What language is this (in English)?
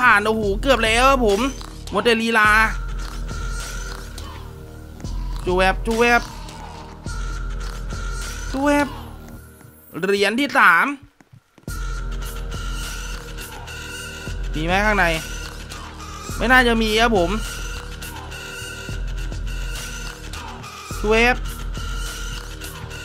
Thai